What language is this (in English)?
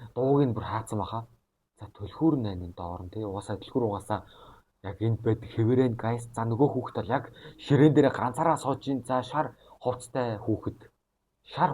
Mongolian